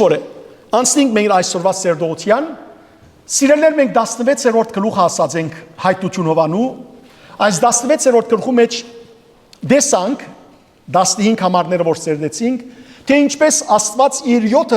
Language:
Western Armenian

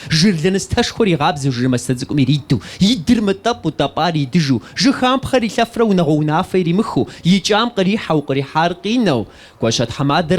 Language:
Kabardian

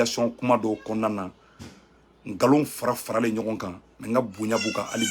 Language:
Bambara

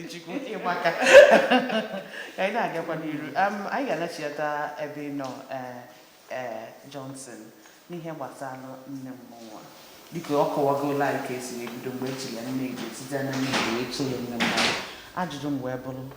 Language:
Igbo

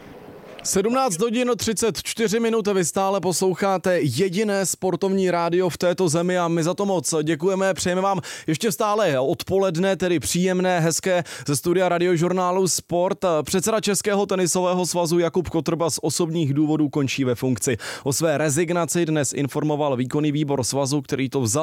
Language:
Czech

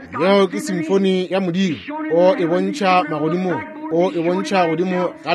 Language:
Northern Sotho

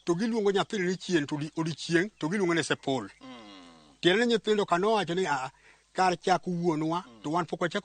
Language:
Luo (Kenya and Tanzania)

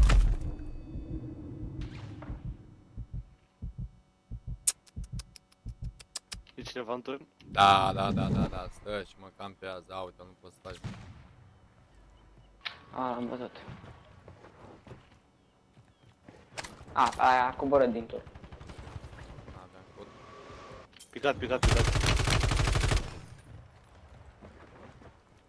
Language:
Romanian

